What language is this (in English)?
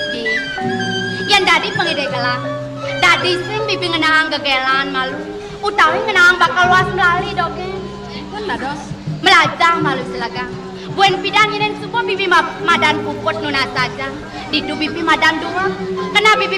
Balinese